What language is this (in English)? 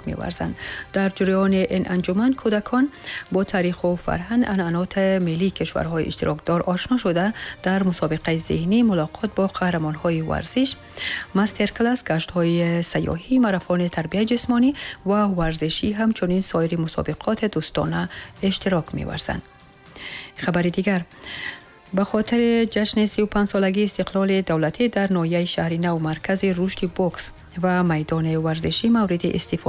Tajik